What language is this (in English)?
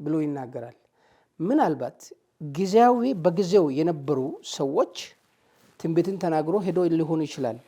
Amharic